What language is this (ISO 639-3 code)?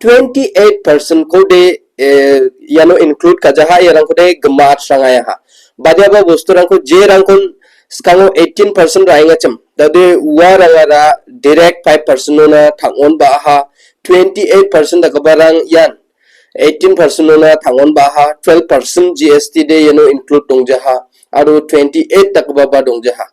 grt